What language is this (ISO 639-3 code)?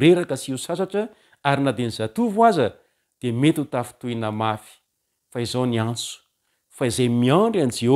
mlg